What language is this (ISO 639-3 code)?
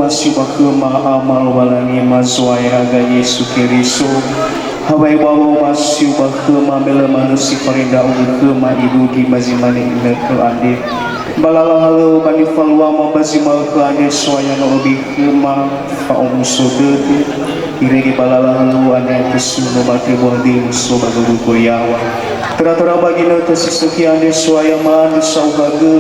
nia